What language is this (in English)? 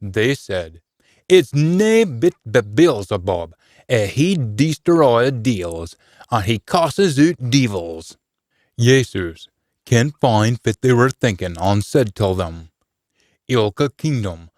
Scots